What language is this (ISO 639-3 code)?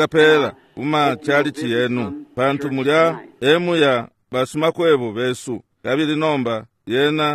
bem